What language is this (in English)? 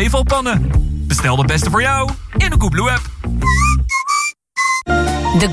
Dutch